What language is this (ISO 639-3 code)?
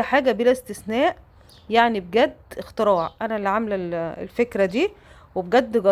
arz